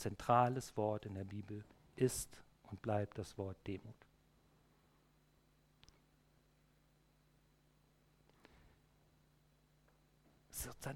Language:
German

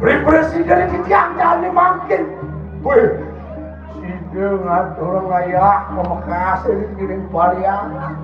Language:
Balinese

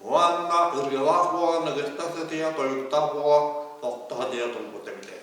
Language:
Yakut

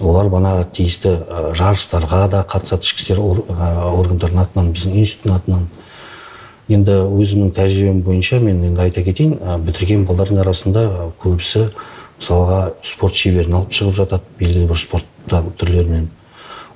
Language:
Kazakh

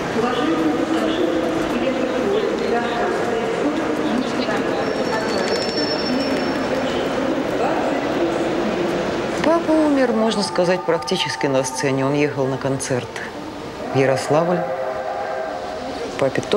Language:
Russian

